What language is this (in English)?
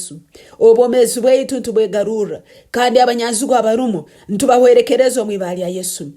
Nyoro